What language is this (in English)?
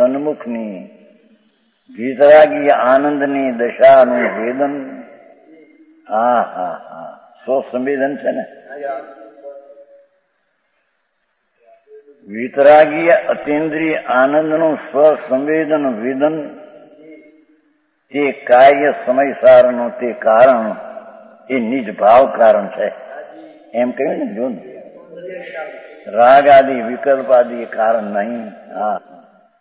Gujarati